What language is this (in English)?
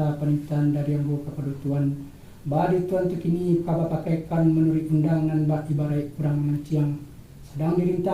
Minangkabau